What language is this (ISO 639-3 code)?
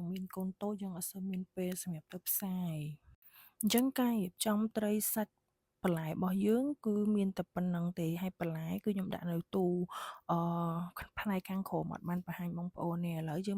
khm